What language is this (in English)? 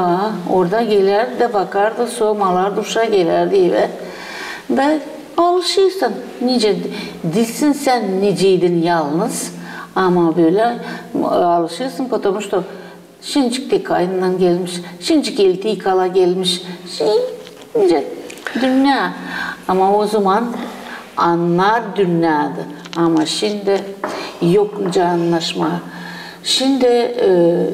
Gagauz